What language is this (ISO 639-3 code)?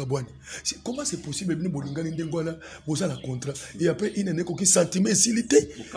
lin